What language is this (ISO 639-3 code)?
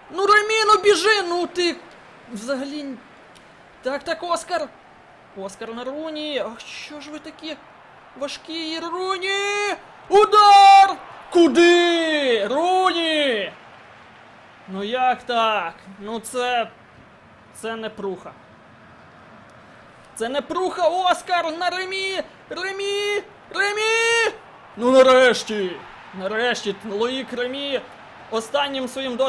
ukr